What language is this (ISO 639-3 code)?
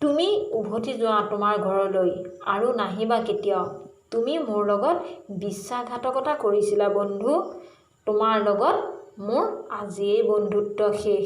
asm